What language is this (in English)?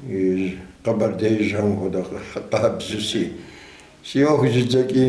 Kabardian